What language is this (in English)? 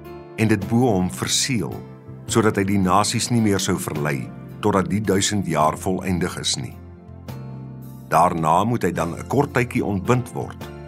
Afrikaans